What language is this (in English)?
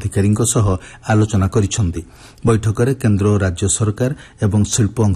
Odia